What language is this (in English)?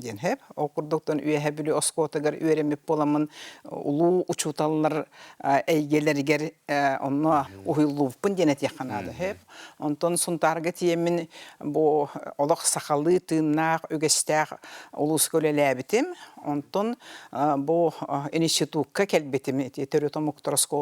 Yakut